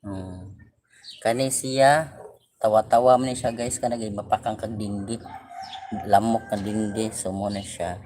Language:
Cebuano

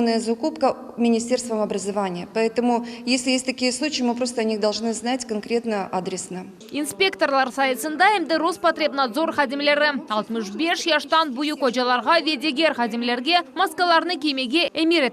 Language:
Crimean Tatar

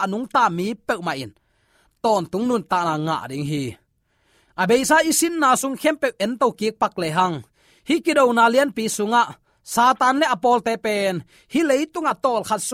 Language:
Tedim Chin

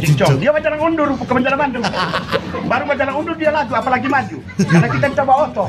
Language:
Manado Malay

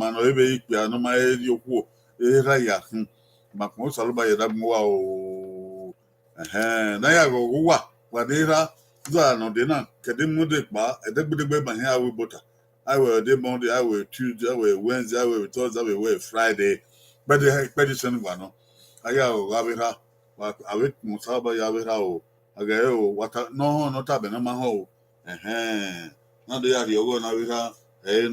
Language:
Bini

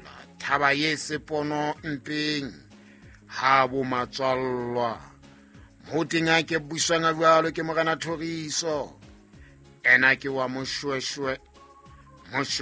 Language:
Southern Sotho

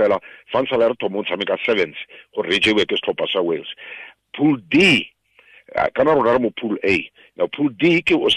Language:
Tswana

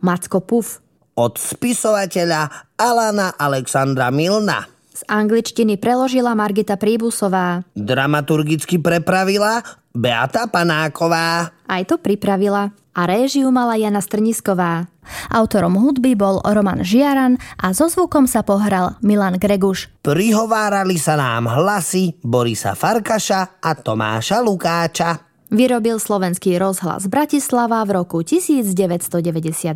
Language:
Slovak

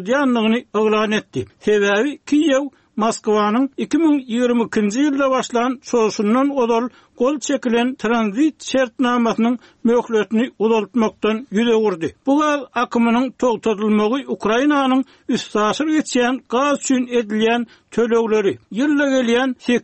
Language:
Turkmen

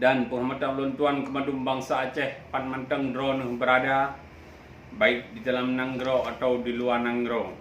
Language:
Achinese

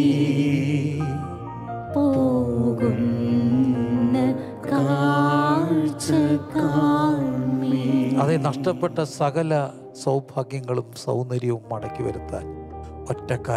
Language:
Malayalam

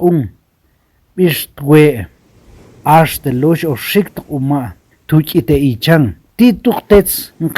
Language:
Tektiteko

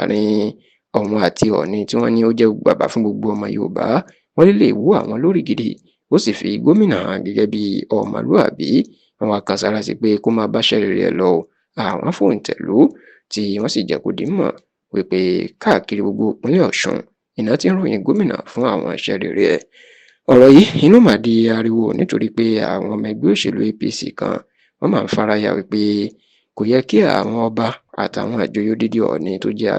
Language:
Yoruba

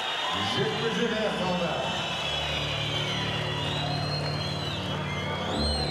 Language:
Kazakh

